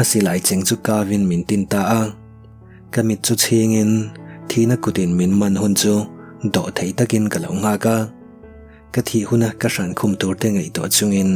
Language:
Mizo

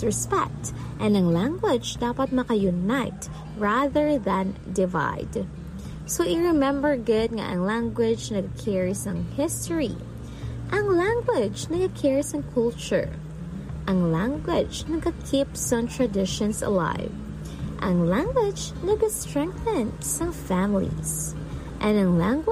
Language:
Hiligaynon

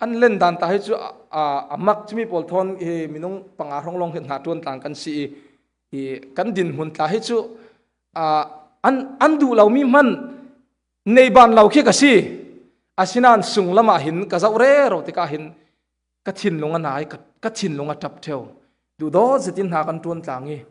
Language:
Falam Chin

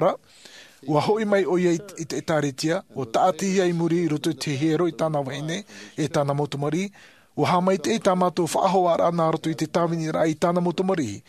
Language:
Tahitian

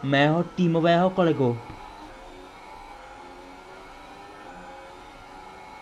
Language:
Czech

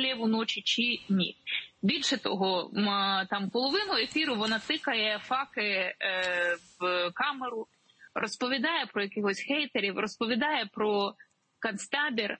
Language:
Ukrainian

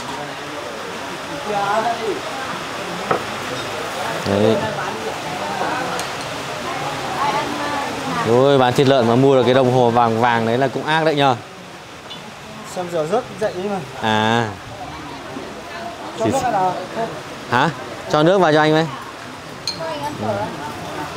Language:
Vietnamese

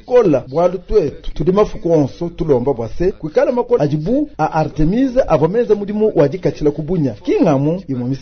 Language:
Luba-Lulua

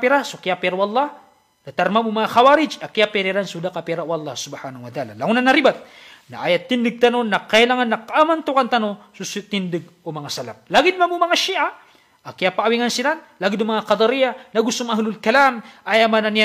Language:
Maranao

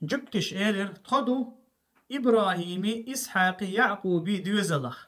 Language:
Chechen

